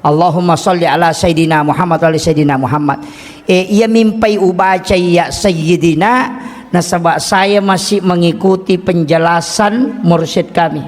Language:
Buginese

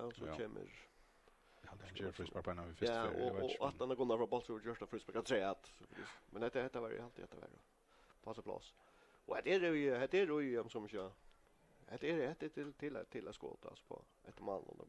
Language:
Faroese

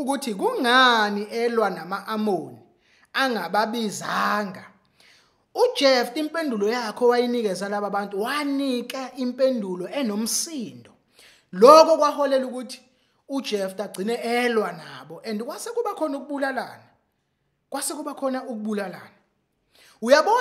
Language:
Zulu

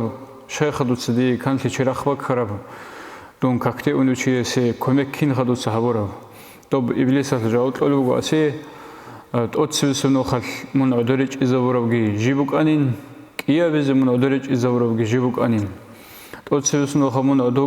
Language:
Avaric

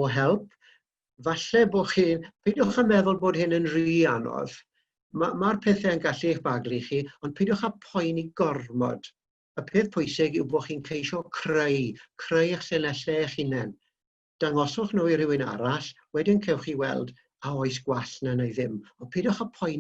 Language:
Welsh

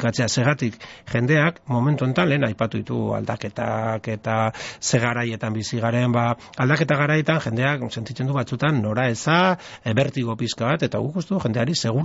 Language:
Basque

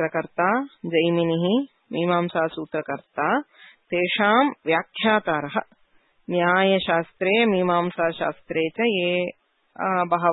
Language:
Sanskrit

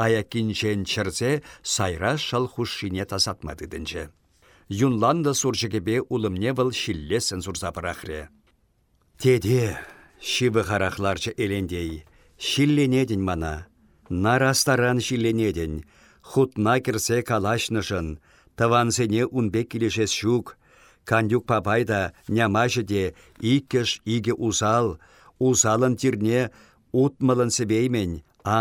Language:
Chuvash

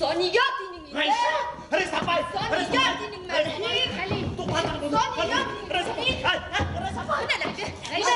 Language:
Bashkir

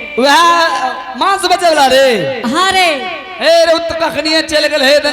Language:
Angika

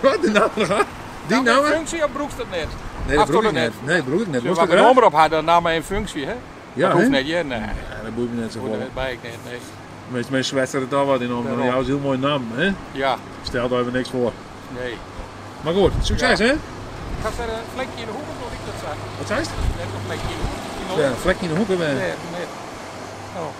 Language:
Western Frisian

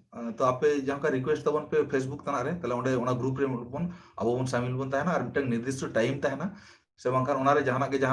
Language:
Santali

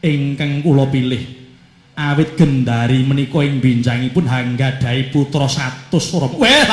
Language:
Javanese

